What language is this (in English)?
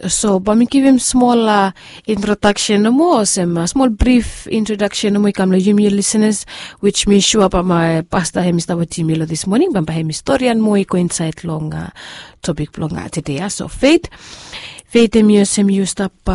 Bislama